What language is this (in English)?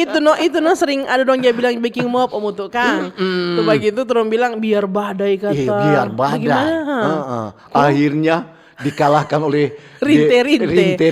Manado Malay